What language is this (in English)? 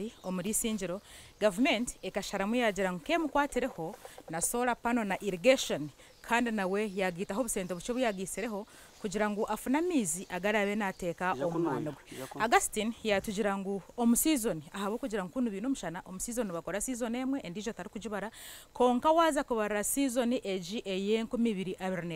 Nyankole